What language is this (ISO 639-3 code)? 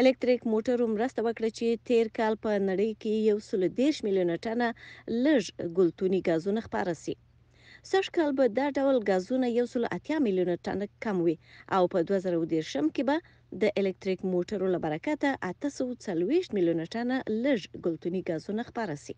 pus